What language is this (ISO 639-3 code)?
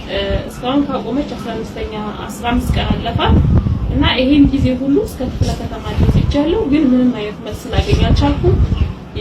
amh